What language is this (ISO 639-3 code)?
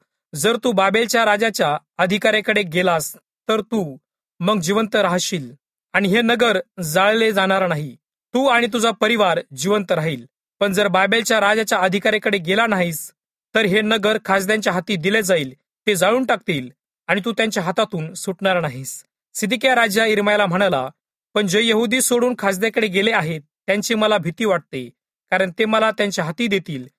mar